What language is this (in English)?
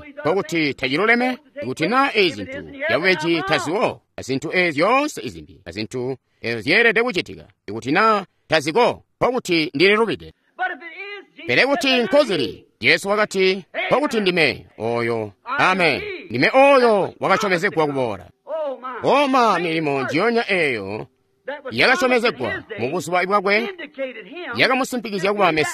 Tonga (Zambia)